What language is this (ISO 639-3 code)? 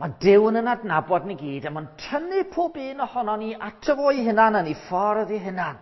cym